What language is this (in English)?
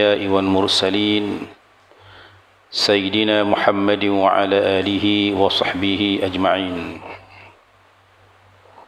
Malay